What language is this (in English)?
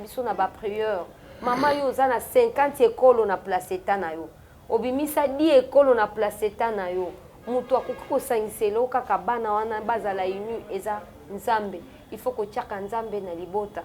Lingala